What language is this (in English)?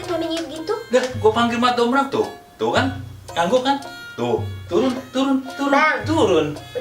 Betawi